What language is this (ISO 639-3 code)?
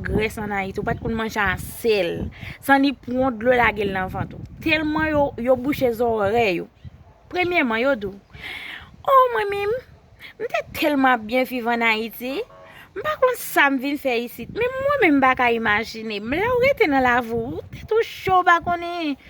hat